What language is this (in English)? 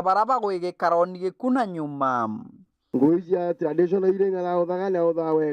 Meru